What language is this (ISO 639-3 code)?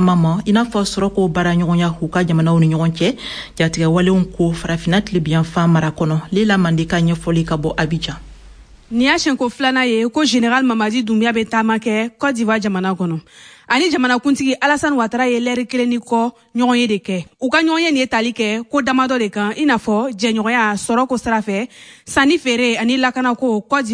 bam